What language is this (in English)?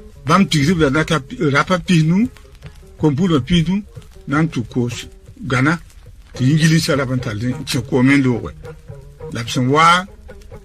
Mossi